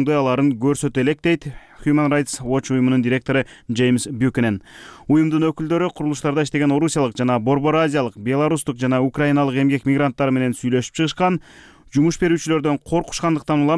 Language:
Kyrgyz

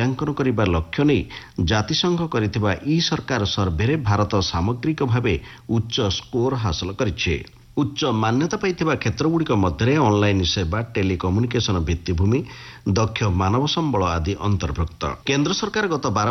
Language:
Odia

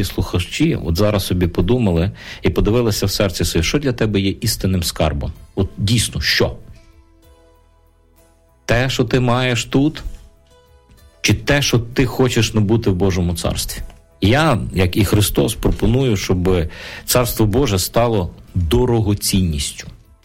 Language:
Ukrainian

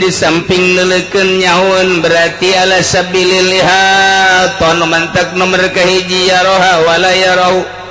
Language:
Sundanese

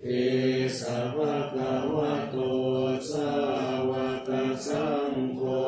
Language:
Pali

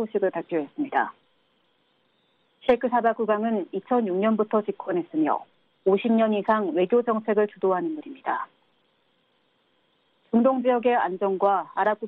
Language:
Korean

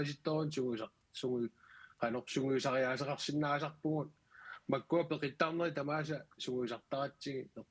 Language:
Kalaallisut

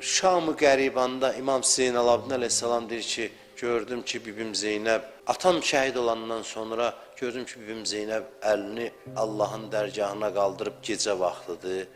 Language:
Azerbaijani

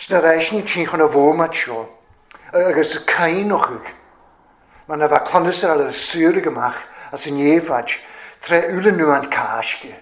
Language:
Welsh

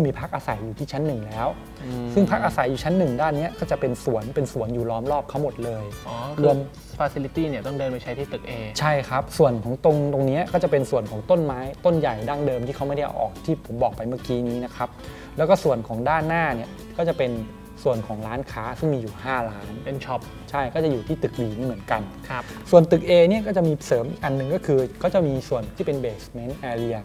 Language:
Thai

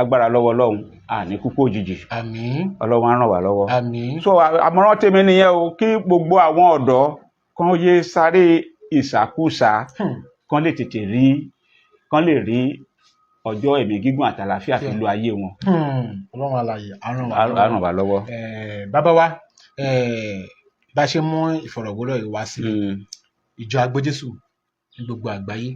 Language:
Yoruba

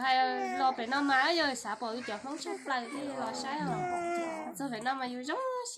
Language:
Hmong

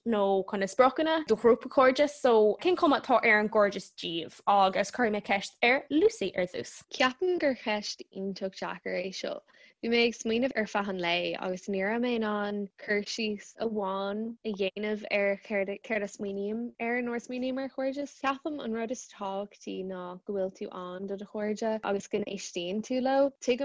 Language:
Irish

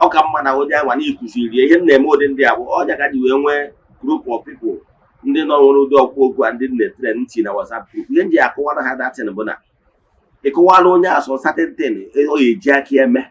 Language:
Igbo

